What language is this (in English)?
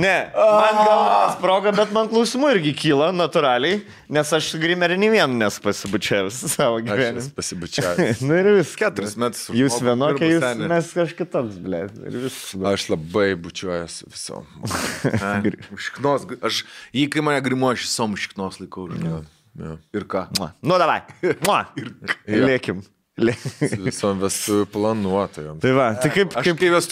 Lithuanian